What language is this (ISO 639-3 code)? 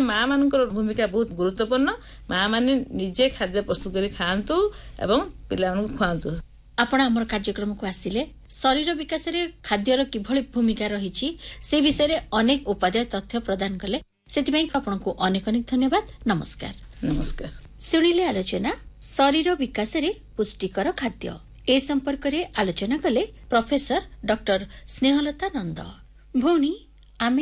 ori